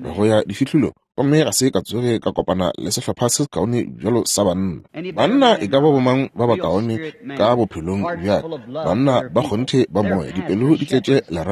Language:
Northern Sotho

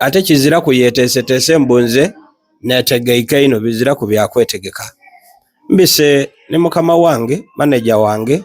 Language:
Soga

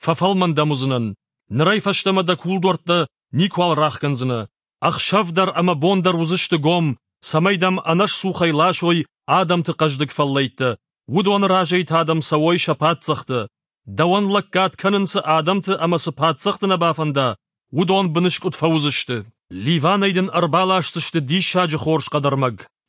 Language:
Ossetic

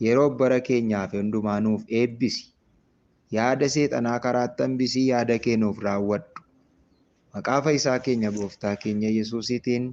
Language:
Oromo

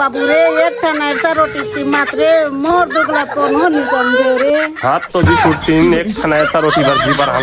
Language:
Chhattisgarhi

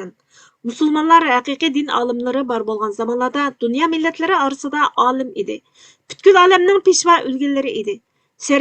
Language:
Uyghur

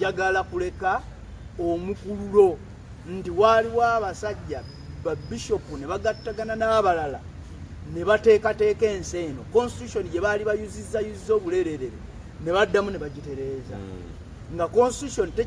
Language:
Ganda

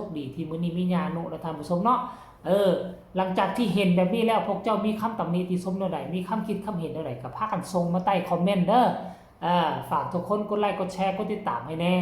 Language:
Northeastern Thai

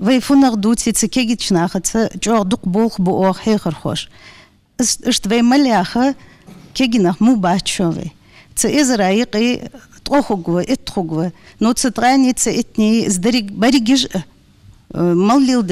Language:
Ingush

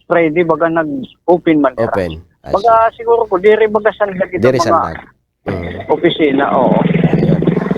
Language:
Waray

